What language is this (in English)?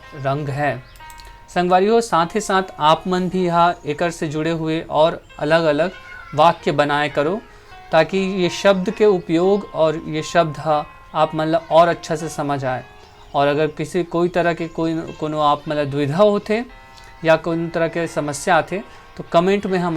Chhattisgarhi